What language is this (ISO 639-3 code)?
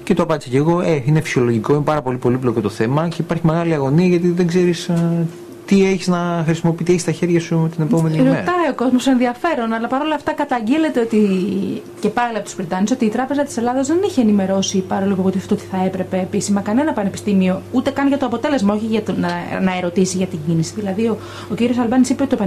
ell